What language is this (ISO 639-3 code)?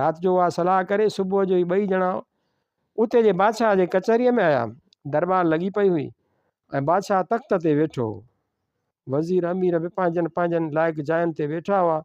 snd